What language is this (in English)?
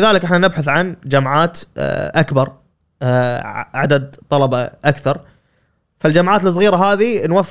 Gulf Arabic